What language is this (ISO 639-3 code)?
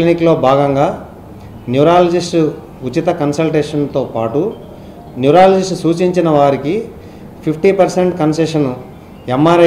tel